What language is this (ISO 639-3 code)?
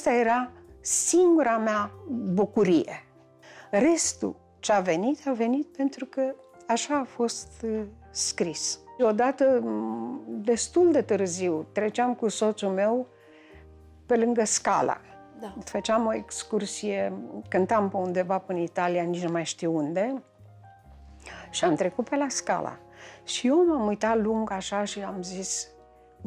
ron